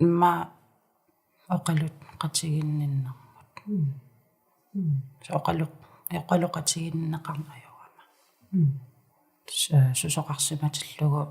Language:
Kalaallisut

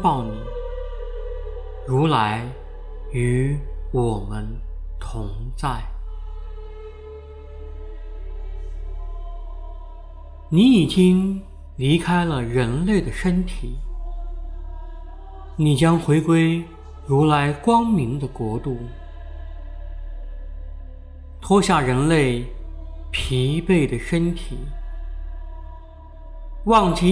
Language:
Chinese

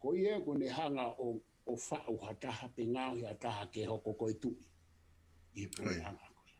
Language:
Tongan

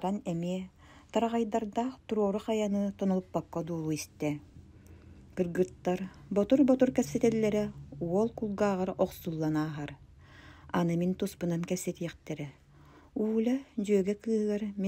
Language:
Yakut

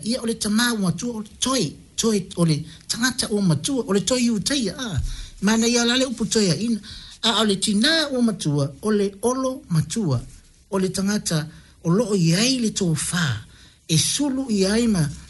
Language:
Samoan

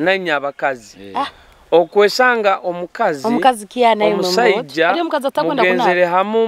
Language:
Nyoro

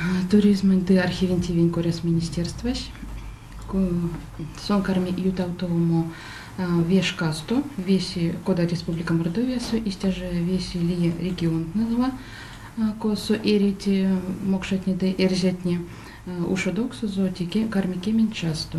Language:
Erzya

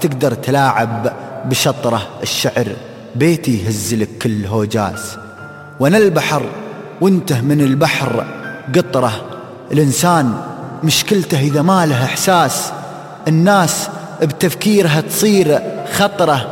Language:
Najdi Arabic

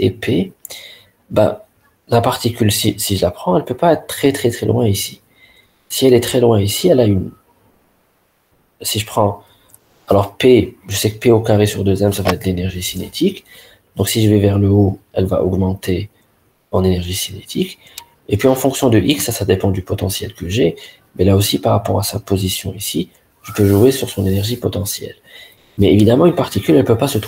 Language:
French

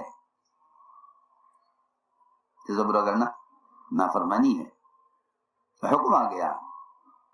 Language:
Urdu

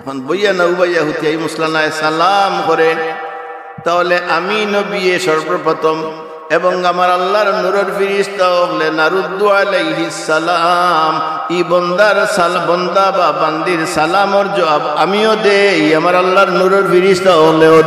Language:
Sylheti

